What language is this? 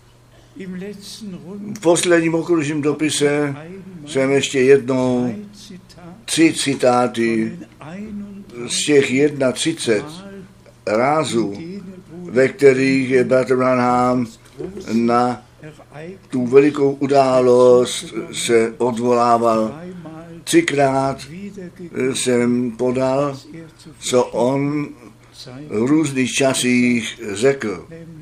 Czech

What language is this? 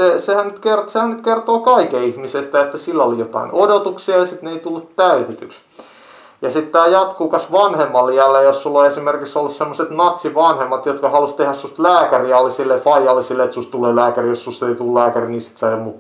Finnish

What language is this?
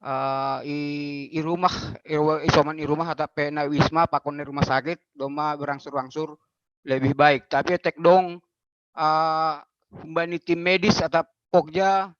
Batak Simalungun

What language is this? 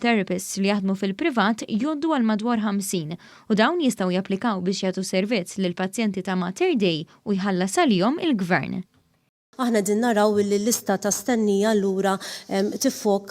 Maltese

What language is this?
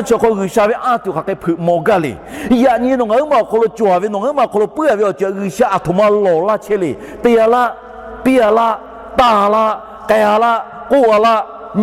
Lahu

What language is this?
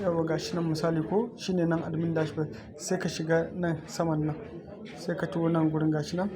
Hausa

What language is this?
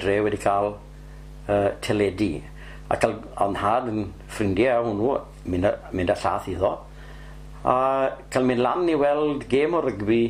Welsh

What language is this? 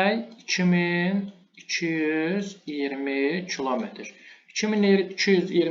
Azerbaijani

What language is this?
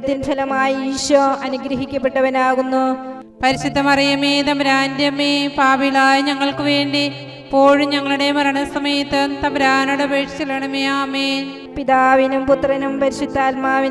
Malayalam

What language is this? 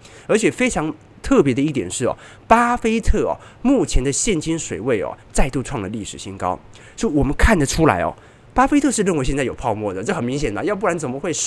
Chinese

